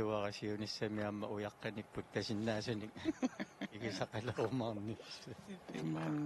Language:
Kalaallisut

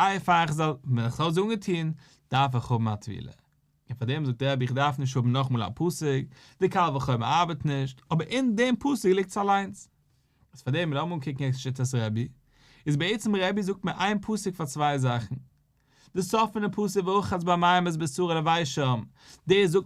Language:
Yiddish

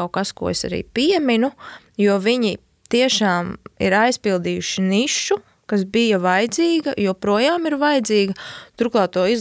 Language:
Latvian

